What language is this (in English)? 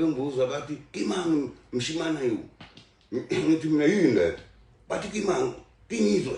Zulu